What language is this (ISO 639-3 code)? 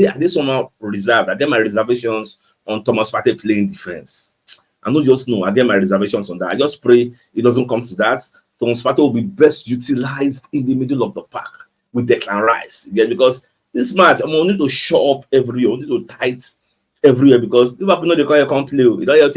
pcm